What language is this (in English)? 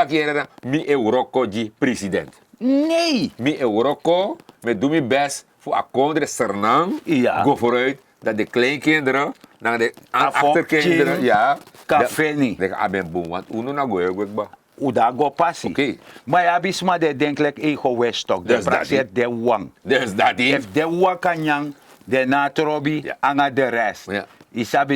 Sranan Tongo